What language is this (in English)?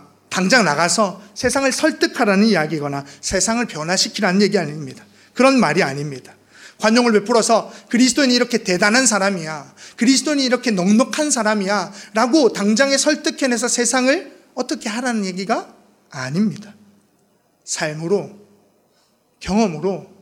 Korean